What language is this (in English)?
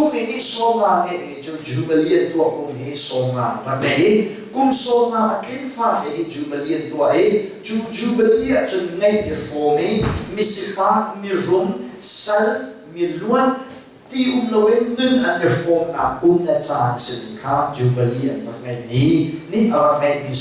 Hakha Chin